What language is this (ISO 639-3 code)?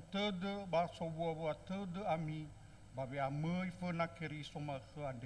nia